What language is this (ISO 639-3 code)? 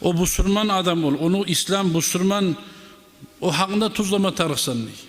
kum